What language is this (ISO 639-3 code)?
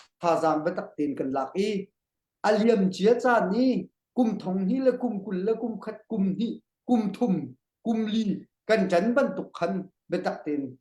cnh